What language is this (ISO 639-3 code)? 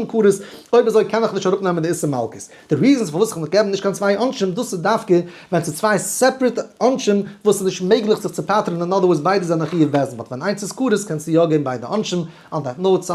yid